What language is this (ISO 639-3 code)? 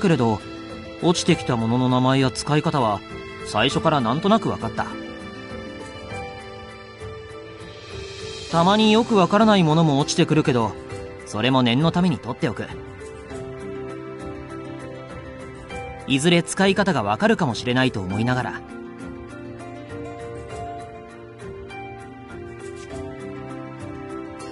jpn